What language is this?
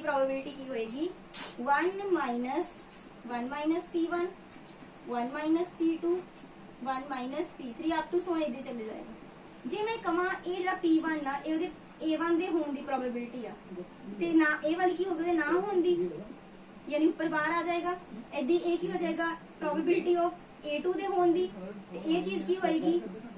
Punjabi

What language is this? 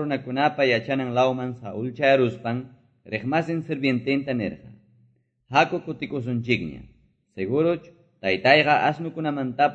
Quechua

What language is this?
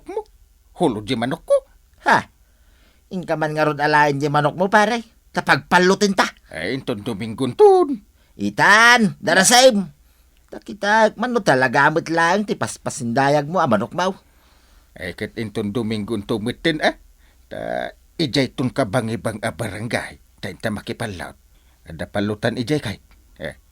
Iloko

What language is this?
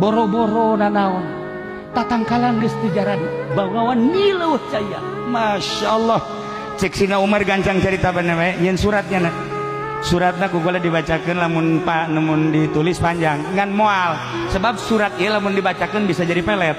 Sundanese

